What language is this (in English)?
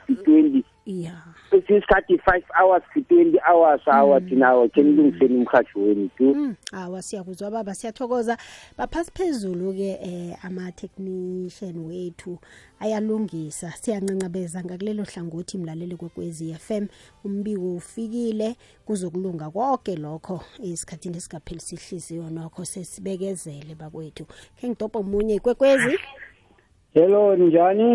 South Ndebele